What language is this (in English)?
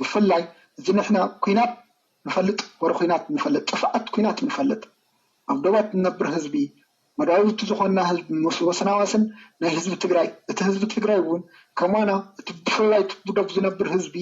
Tigrinya